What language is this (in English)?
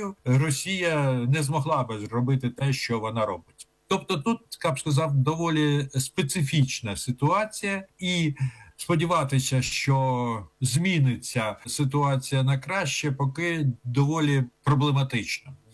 Ukrainian